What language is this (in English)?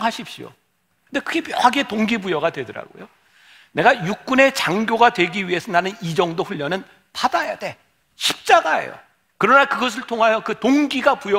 Korean